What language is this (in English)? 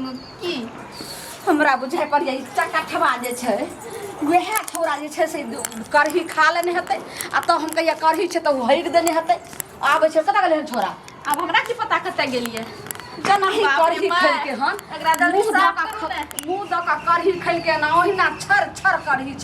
Maithili